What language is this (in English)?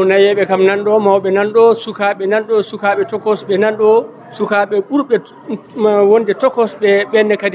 Fula